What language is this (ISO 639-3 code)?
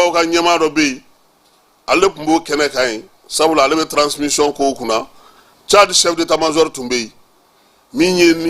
bam